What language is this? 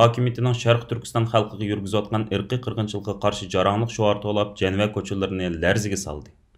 Uyghur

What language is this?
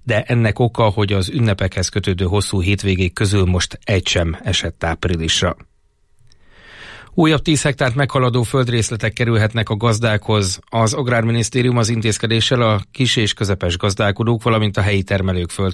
Hungarian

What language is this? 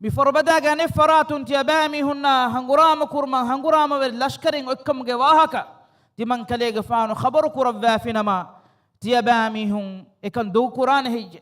Divehi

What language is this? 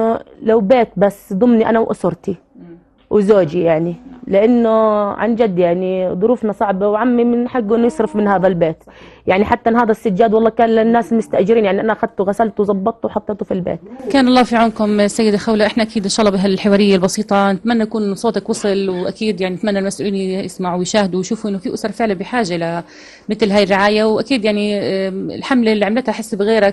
South Levantine Arabic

